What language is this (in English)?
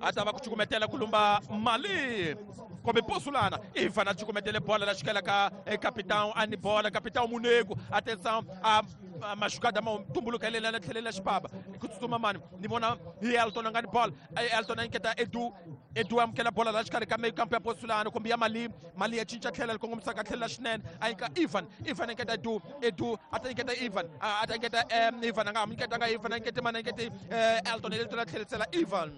Tsonga